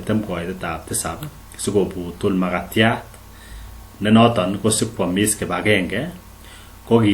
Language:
Kalenjin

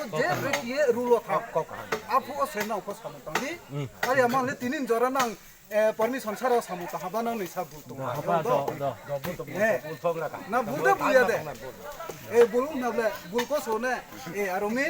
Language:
Riang (India)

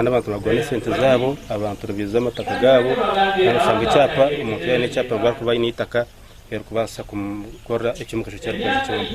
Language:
Nyankole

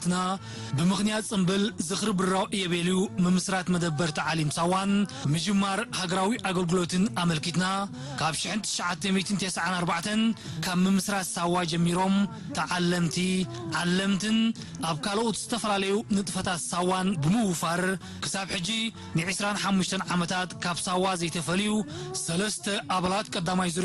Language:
Tigrinya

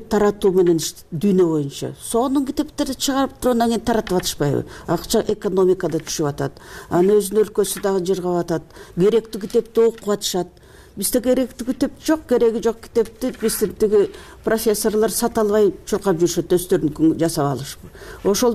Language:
Kyrgyz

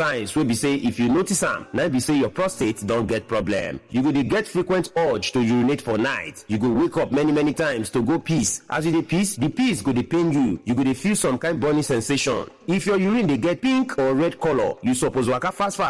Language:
Nigerian Pidgin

